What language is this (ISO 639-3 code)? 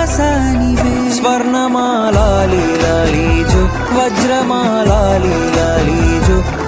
tel